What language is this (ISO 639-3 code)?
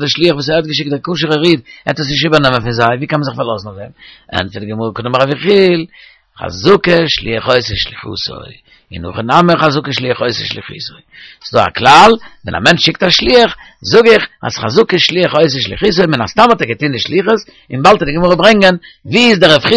yid